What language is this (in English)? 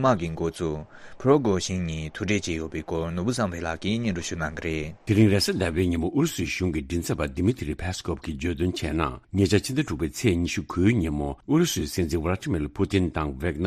Tibetan